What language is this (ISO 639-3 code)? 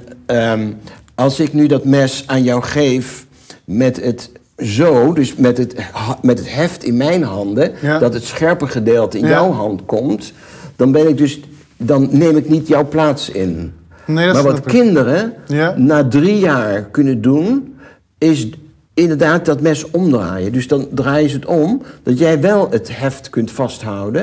nld